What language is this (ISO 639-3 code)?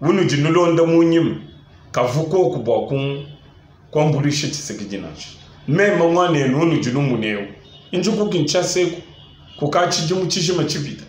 lua